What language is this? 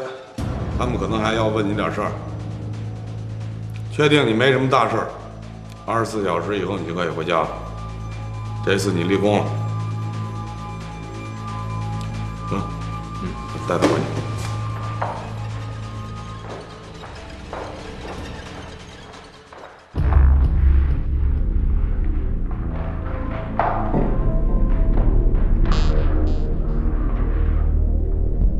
Chinese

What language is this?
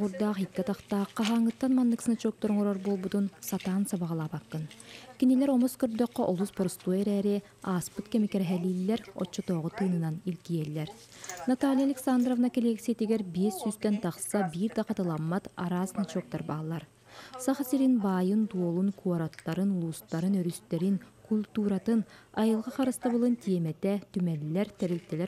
Yakut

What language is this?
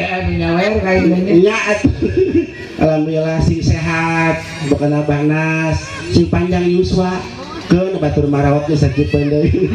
Sundanese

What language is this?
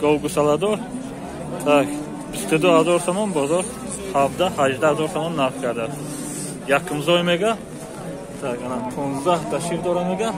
Tajik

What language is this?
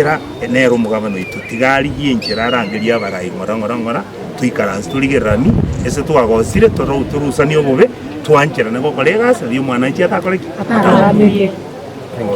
Gusii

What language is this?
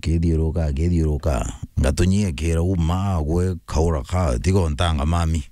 Meru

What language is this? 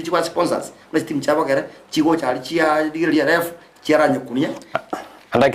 Gusii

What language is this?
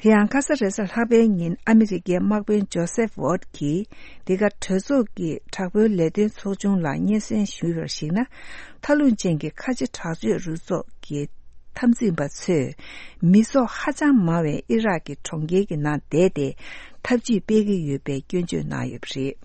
Tibetan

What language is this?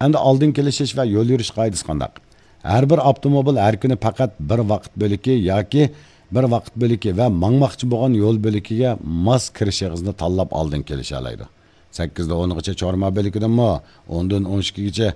Uyghur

